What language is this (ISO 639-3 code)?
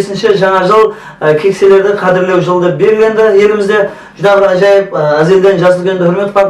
kaa